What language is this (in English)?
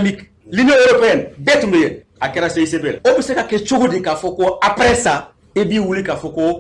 Bambara